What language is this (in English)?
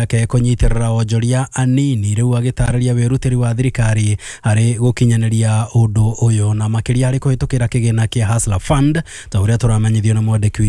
Kikuyu